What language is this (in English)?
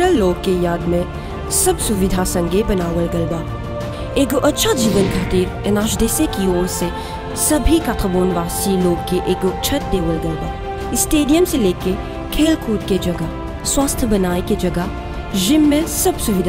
Bhojpuri